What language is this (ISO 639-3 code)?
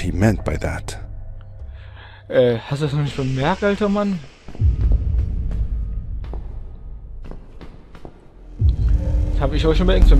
deu